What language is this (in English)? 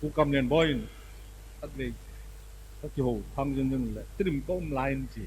Tedim Chin